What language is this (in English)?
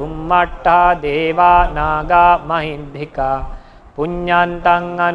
Pali